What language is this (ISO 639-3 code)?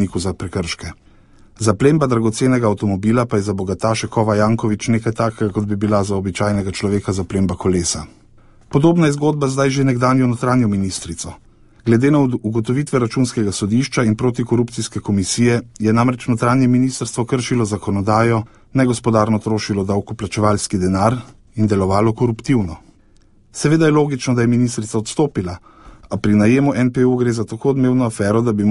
slv